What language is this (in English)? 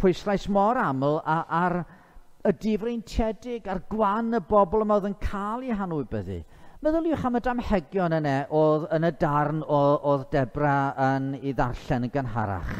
Welsh